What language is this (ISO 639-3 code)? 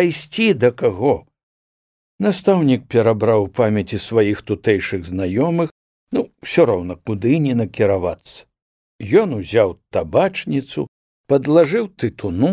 bel